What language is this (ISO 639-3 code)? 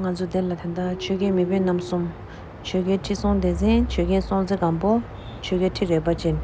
bod